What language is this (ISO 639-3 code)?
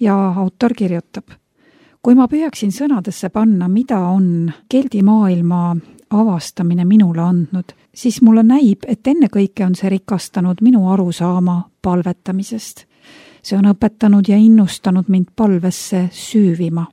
est